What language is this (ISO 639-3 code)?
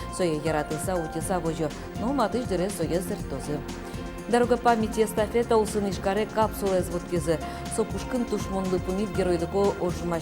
udm